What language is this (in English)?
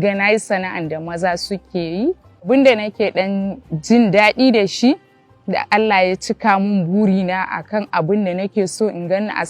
Hausa